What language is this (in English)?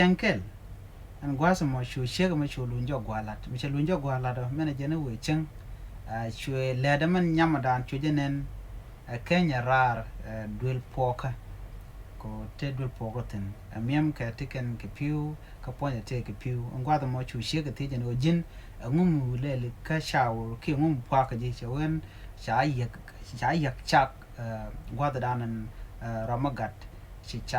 Nuer